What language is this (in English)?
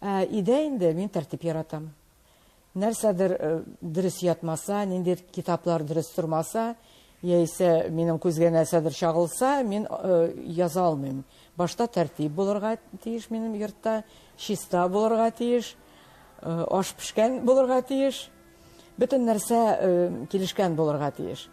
Tatar